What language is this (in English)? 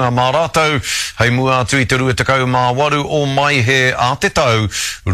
Māori